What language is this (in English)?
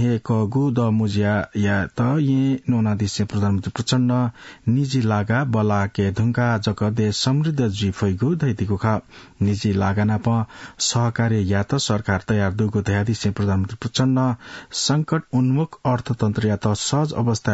Newari